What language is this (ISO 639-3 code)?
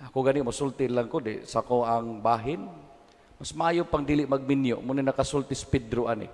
ceb